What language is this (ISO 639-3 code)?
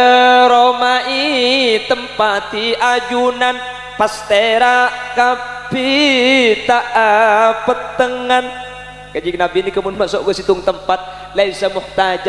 mad